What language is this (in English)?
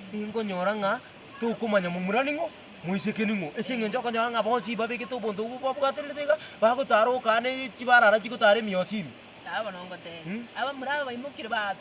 Gusii